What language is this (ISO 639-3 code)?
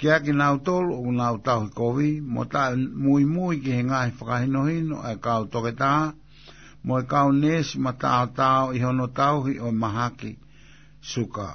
ton